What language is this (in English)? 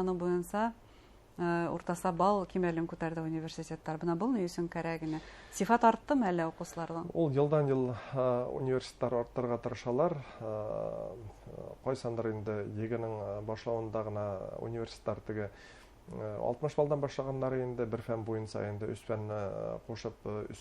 Bashkir